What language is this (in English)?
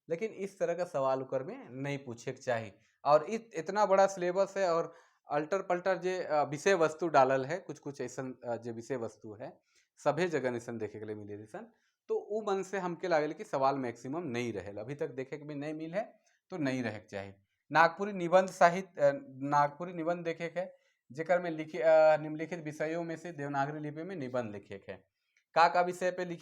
Sadri